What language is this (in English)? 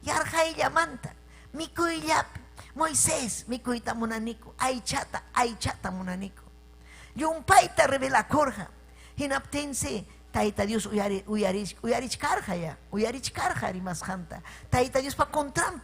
Ayacucho Quechua